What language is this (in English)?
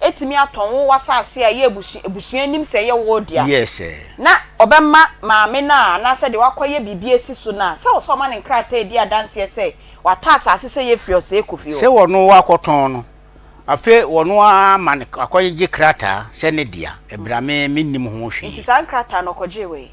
Akan